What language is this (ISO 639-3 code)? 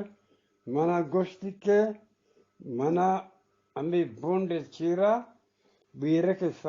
bgp